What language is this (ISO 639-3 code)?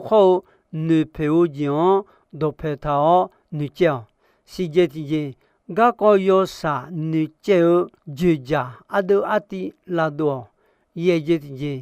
ahk